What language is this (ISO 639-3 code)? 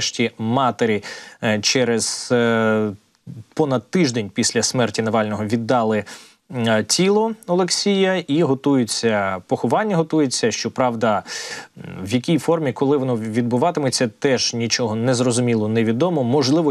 ukr